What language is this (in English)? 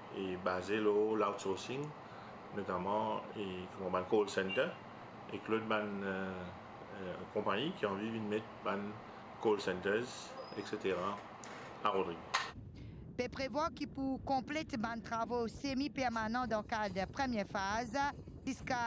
French